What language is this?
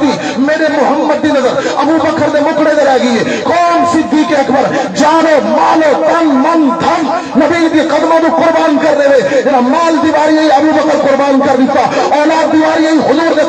Saraiki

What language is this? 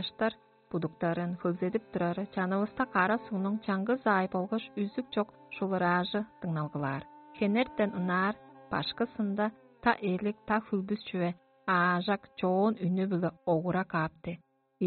Tuvinian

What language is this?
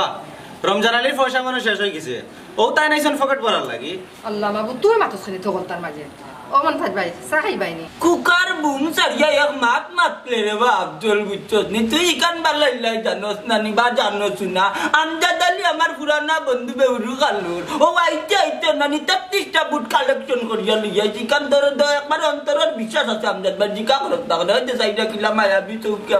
Sylheti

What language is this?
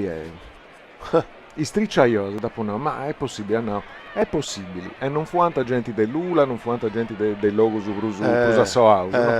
Sardinian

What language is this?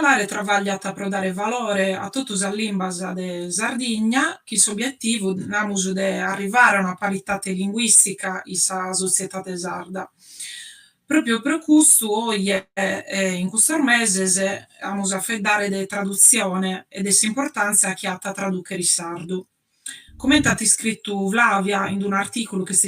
Sardinian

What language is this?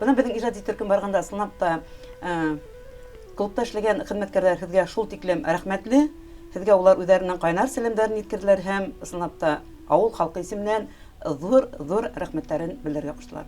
Bashkir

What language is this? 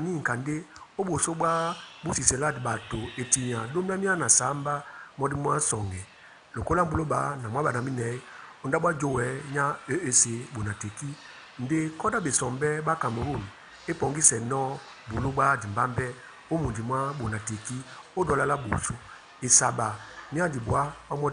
Duala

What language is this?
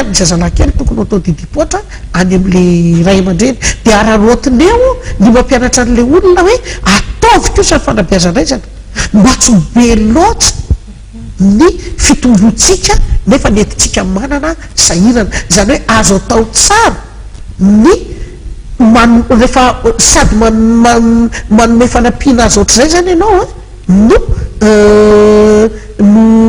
Malagasy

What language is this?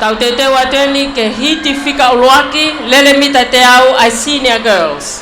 Tongan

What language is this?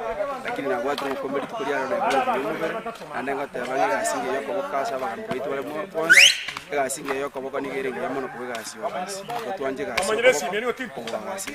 Gusii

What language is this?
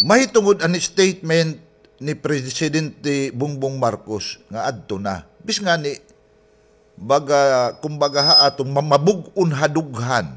Waray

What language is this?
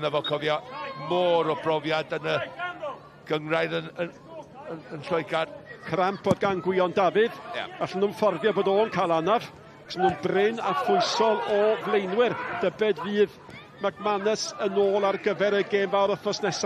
Welsh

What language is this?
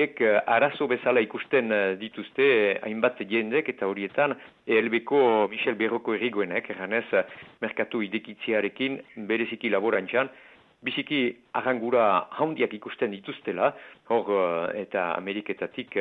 Basque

